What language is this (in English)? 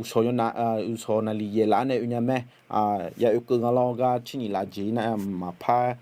Akha